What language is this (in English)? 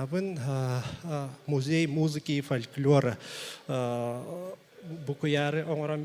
Yakut